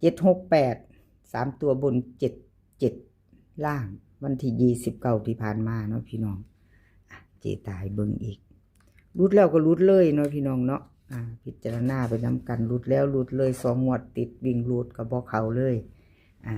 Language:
Northeastern Thai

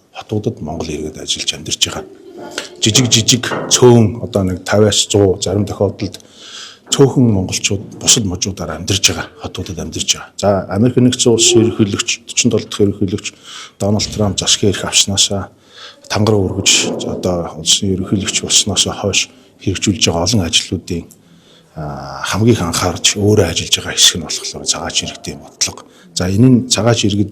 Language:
Mongolian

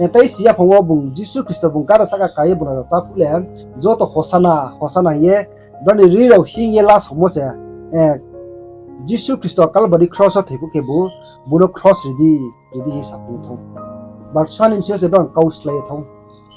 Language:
Riang (India)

